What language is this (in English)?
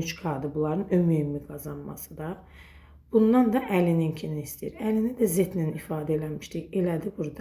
Azerbaijani